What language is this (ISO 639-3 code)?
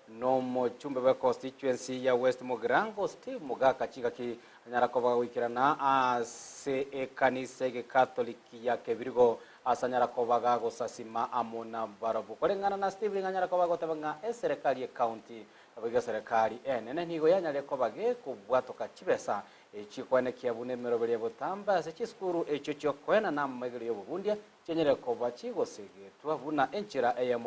guz